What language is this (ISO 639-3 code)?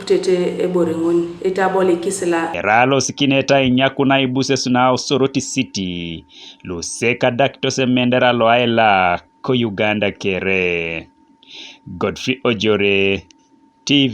teo